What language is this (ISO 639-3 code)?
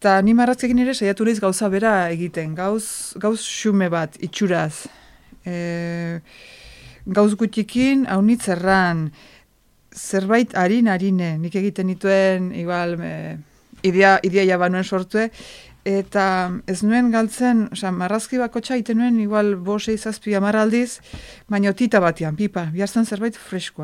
eus